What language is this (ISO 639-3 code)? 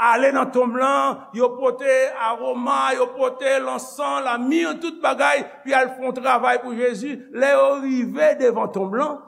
hat